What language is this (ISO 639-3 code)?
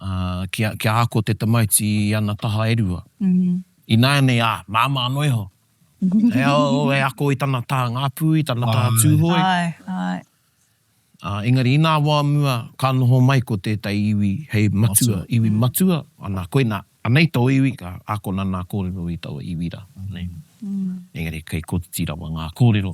mri